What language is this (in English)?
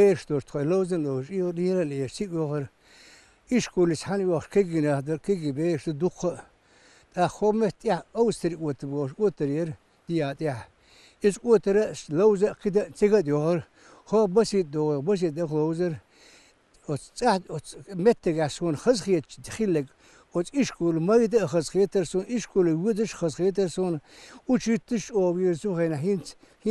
Chechen